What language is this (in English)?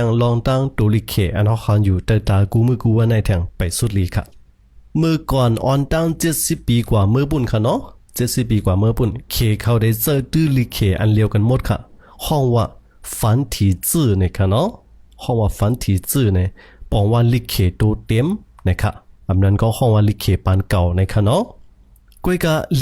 Shan